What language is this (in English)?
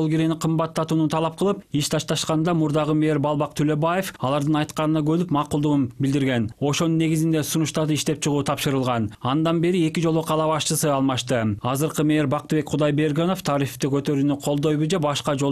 Kyrgyz